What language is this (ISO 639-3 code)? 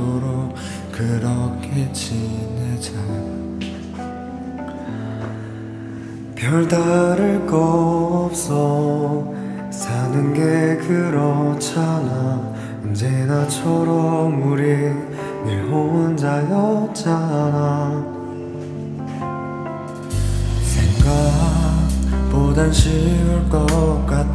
kor